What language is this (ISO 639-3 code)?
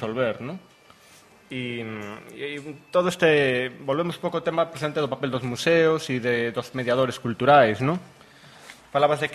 glg